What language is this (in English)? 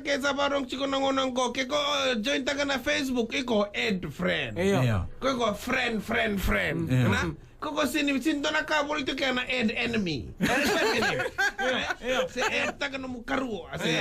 Fijian